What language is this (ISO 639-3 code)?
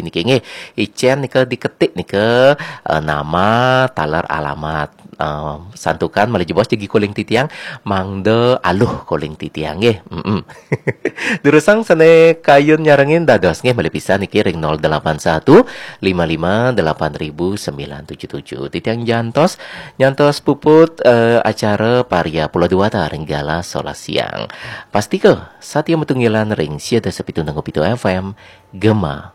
ban